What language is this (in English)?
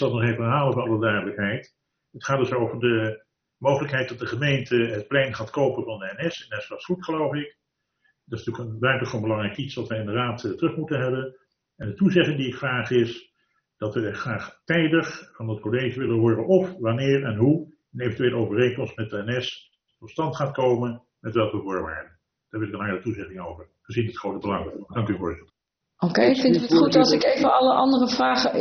Dutch